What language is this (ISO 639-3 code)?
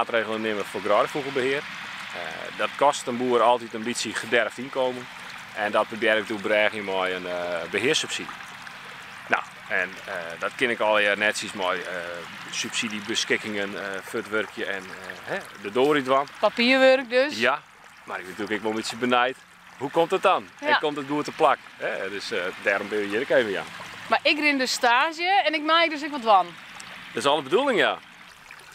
fry